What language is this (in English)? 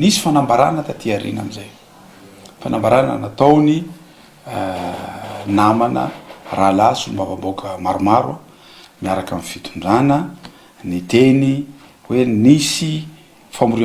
Malagasy